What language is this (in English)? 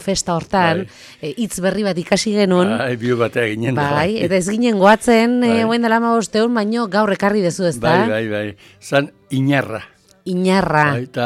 Basque